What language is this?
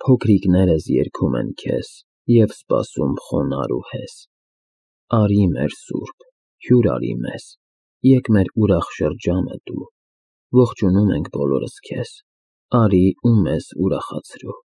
Armenian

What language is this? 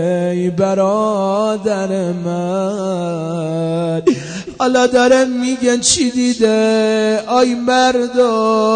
Persian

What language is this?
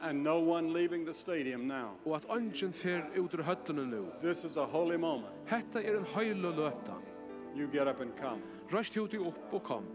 Faroese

